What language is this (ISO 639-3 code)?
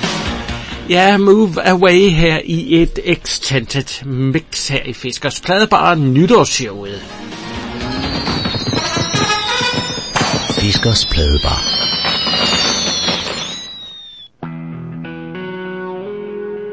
dan